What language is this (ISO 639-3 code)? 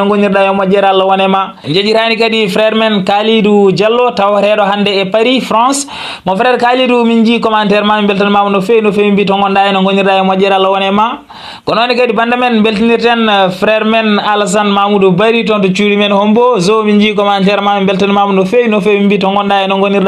ful